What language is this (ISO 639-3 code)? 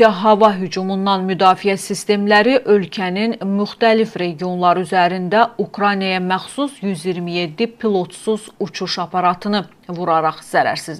aze